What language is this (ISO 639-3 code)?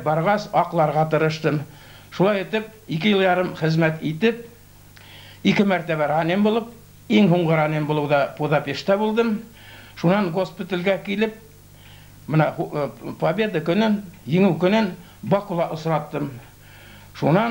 bak